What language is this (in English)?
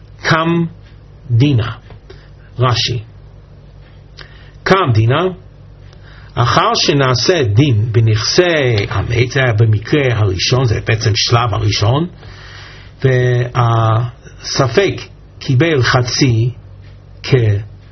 Hebrew